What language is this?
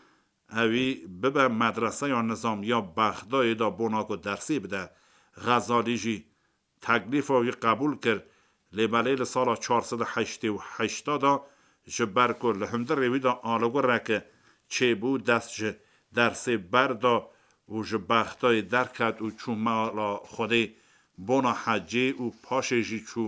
Kurdish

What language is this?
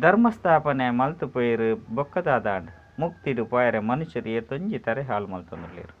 Tulu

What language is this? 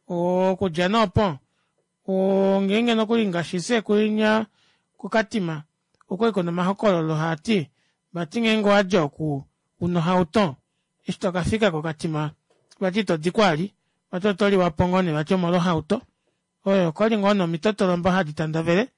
Kuanyama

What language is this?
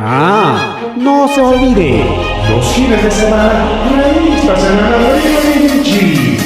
Ayacucho Quechua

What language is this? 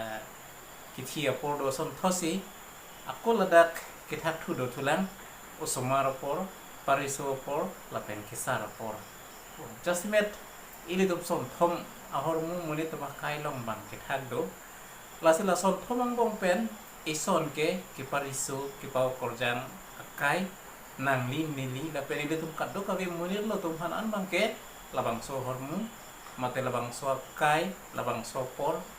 Karbi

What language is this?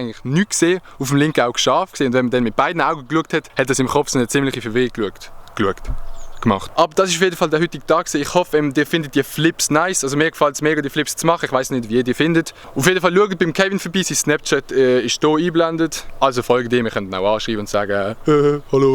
Swiss German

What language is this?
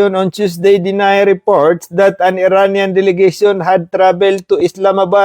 Maranao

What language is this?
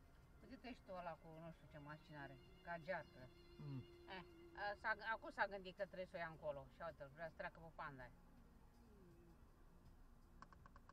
Romanian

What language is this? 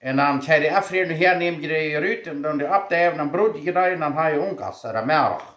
Plautdietsch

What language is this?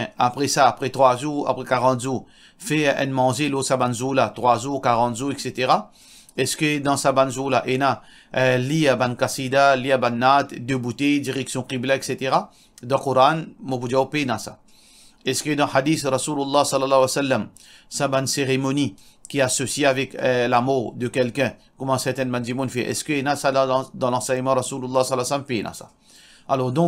Morisyen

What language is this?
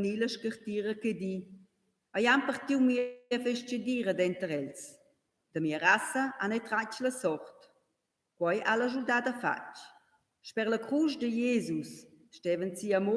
Romansh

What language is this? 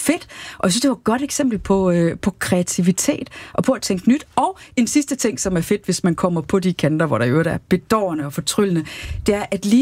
Danish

